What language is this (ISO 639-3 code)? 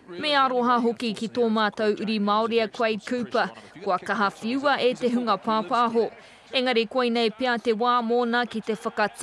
mri